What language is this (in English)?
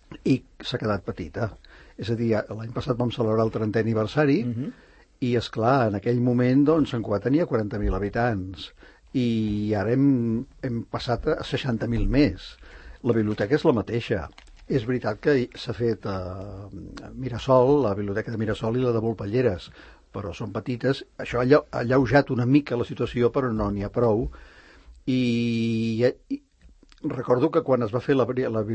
Catalan